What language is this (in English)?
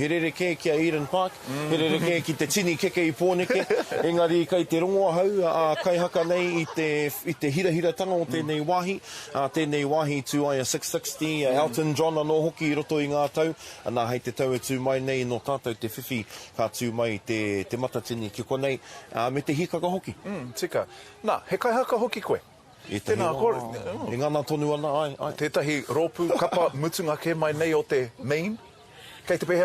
Māori